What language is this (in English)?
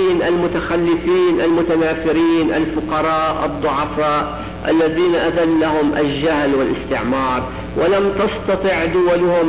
Arabic